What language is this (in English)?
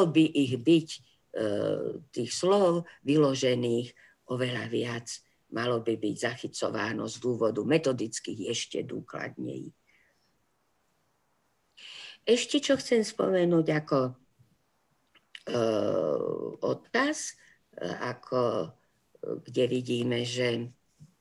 Slovak